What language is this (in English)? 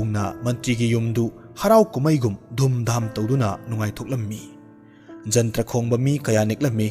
Manipuri